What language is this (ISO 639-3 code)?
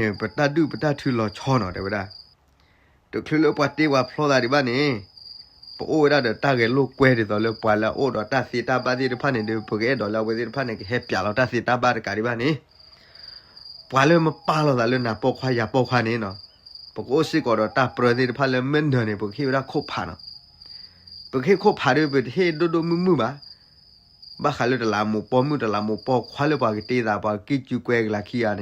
ksw